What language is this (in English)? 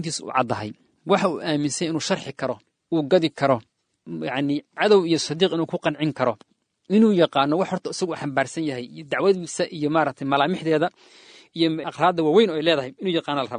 Somali